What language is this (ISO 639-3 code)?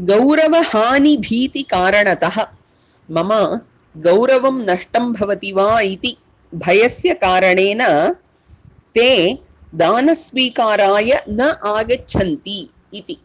san